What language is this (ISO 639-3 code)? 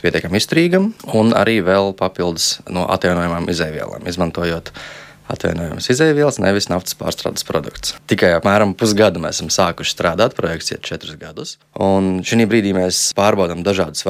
lav